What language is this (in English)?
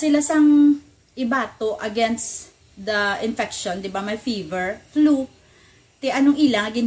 Hiligaynon